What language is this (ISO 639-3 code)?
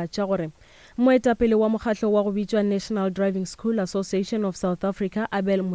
nso